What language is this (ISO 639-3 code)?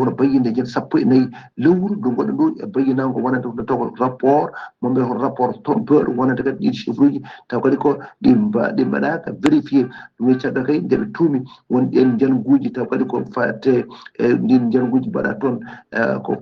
ful